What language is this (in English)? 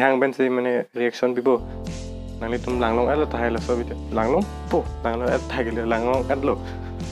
Karbi